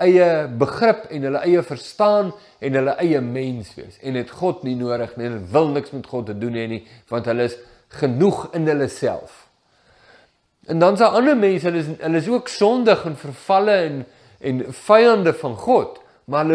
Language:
Afrikaans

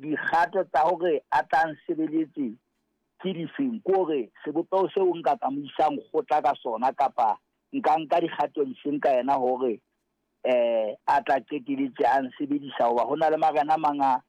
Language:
Southern Sotho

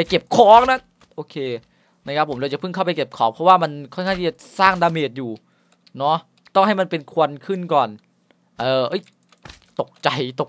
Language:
Thai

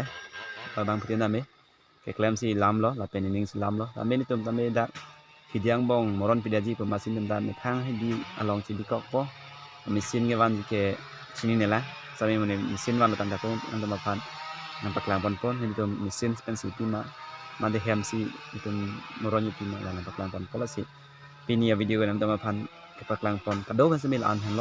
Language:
Karbi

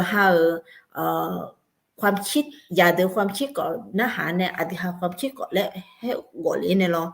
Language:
Akha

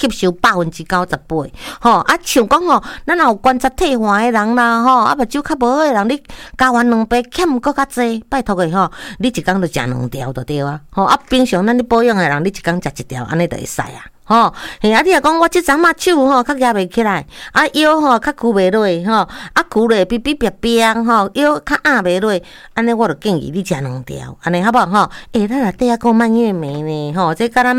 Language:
Min Nan Chinese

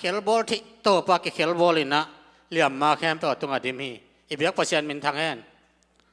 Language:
Tedim Chin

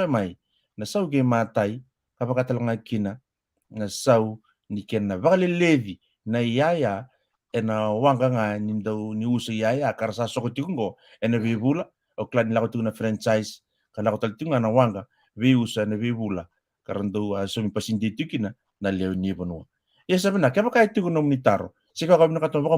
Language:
Fijian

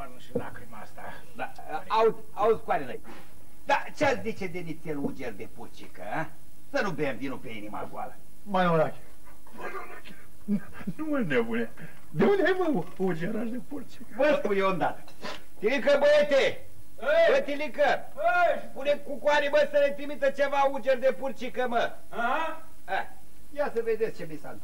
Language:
Romanian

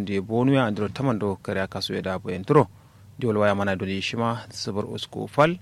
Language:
Kanuri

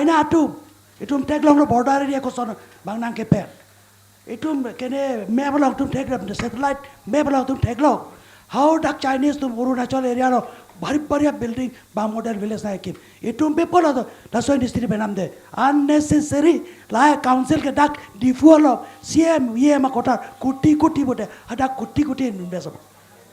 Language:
Karbi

